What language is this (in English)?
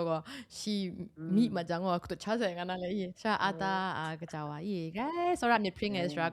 Kachin